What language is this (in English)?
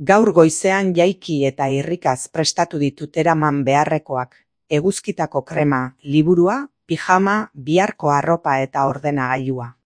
Basque